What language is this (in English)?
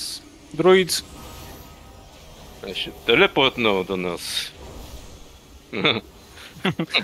Polish